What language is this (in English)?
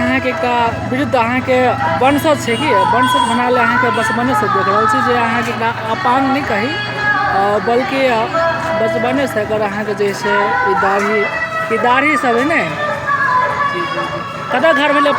Maithili